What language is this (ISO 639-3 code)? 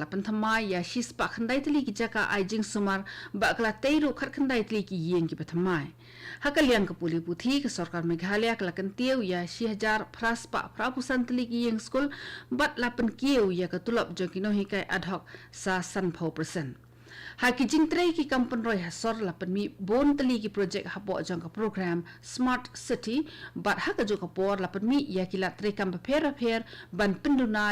kha